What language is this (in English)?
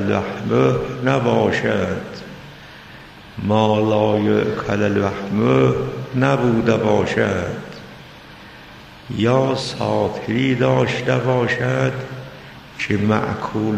Persian